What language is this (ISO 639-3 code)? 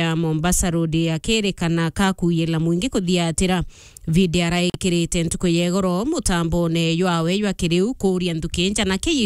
mer